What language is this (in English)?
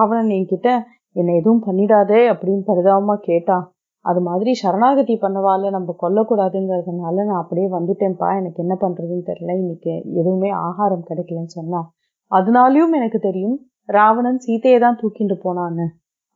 Tamil